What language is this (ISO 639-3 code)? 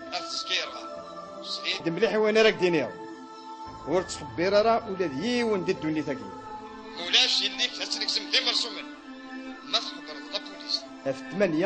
kab